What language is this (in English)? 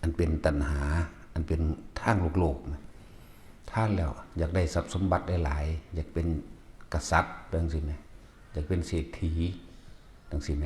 Northeastern Thai